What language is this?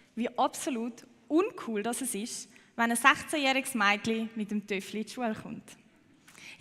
Swiss German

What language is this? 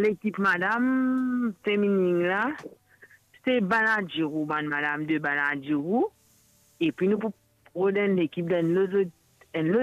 Morisyen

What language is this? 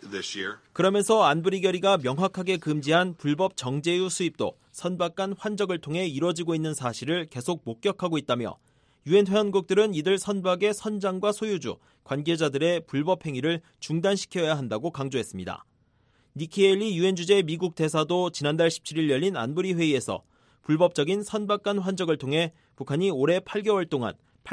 Korean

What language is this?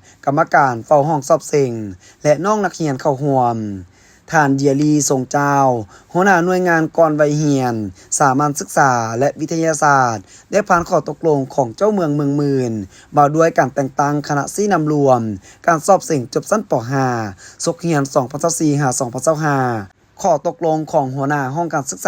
Lao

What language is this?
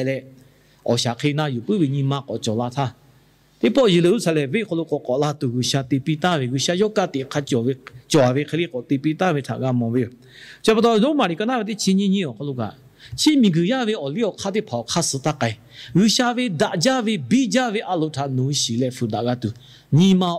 Lahu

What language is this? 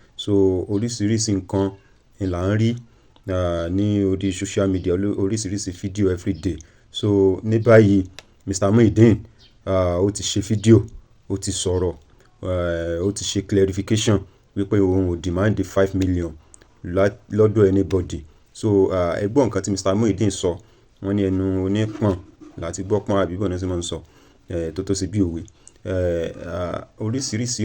Yoruba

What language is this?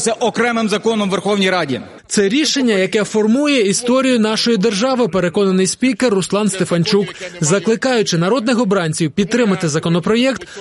Ukrainian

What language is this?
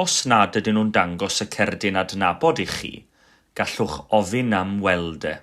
Welsh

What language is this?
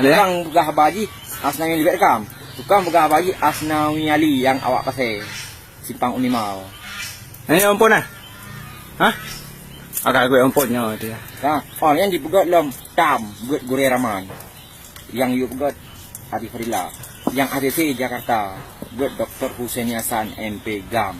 Achinese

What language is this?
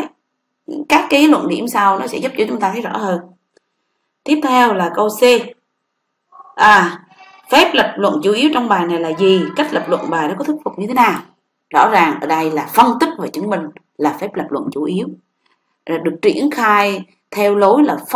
Vietnamese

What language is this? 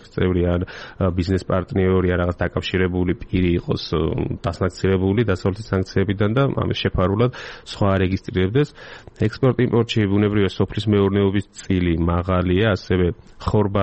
Georgian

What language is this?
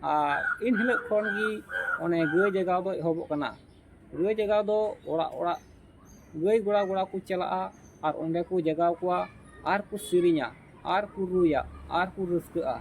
Santali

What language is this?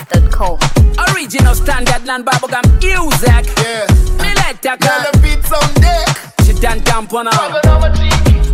Bemba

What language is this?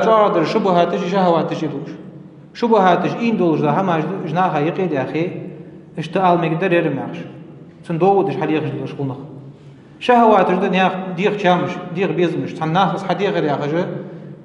Ingush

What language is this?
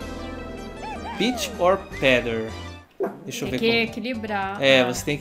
Portuguese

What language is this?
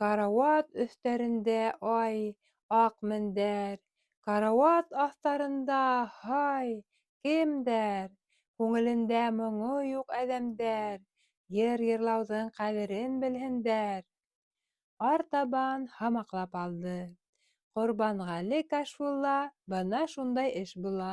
Bashkir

